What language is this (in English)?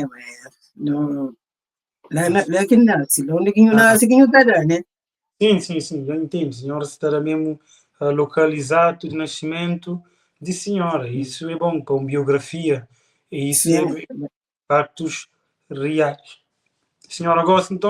Kabuverdianu